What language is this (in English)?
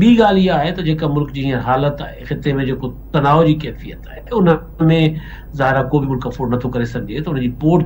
Sindhi